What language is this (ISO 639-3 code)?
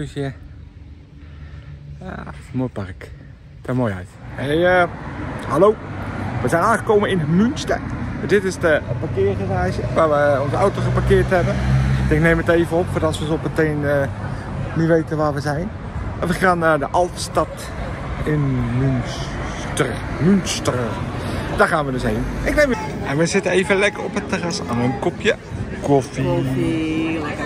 nld